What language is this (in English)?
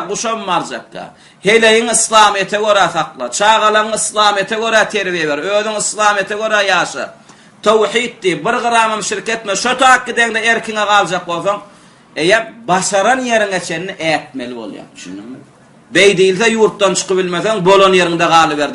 Turkmen